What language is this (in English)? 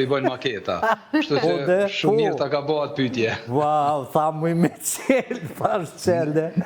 Albanian